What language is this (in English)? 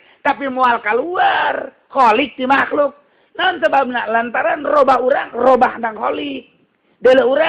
Sundanese